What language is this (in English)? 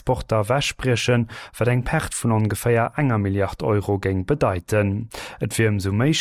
Luxembourgish